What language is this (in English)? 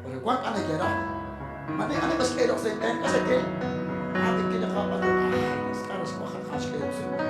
Kekchí